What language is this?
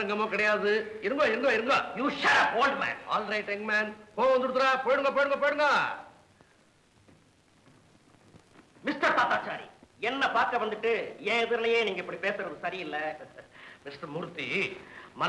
Tamil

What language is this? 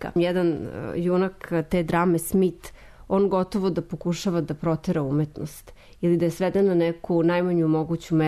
Serbian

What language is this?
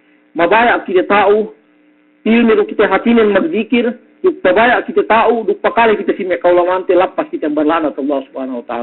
Yakan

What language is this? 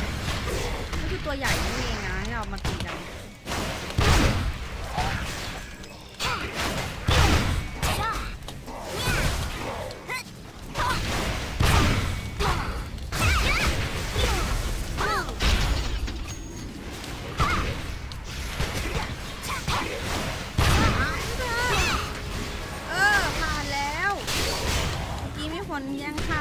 Thai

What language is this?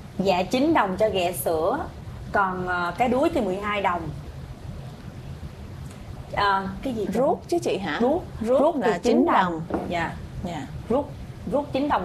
Vietnamese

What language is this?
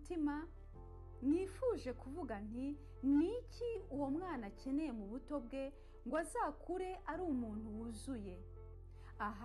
Kinyarwanda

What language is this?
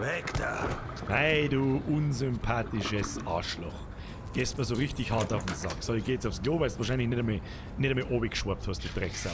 Bavarian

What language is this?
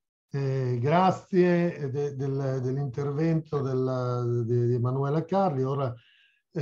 Italian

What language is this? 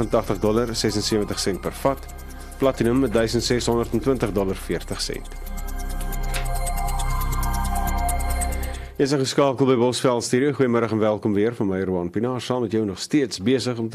Afrikaans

